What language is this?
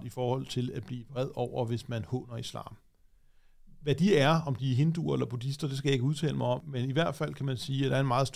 Danish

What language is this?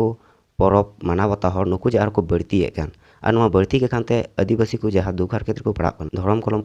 Santali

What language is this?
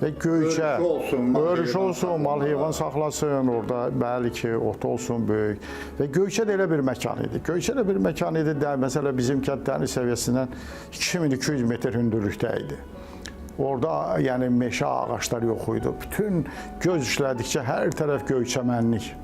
Azerbaijani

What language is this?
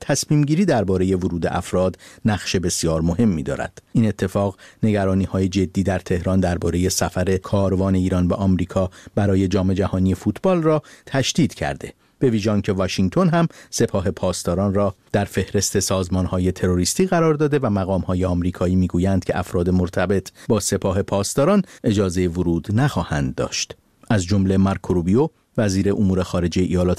Persian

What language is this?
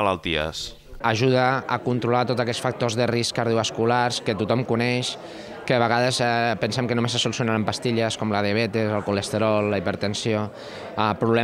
Catalan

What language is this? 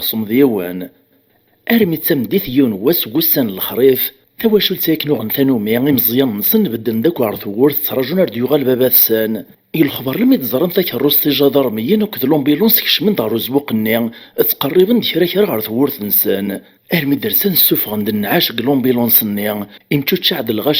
Kabyle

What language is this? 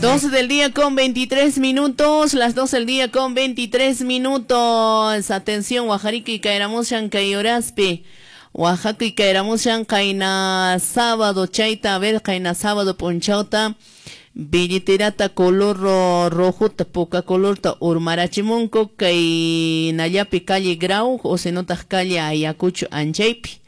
Quechua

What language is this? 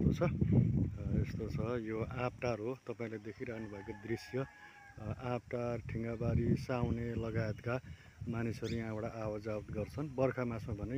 Nepali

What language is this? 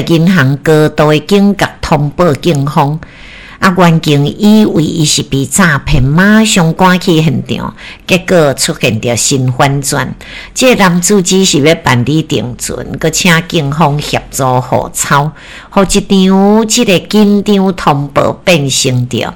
Min Nan Chinese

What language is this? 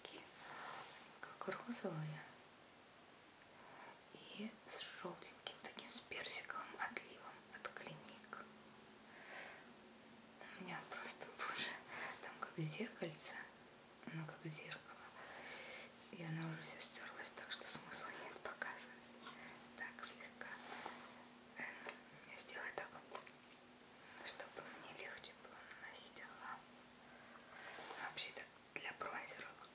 Russian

